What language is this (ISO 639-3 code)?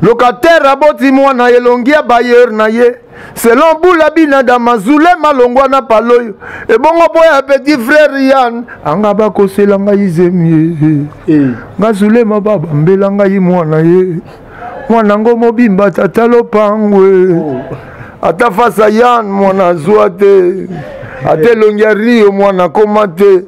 lin